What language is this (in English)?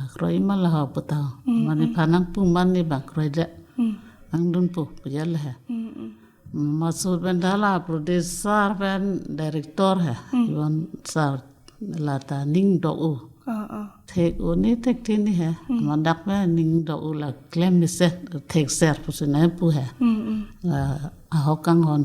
Karbi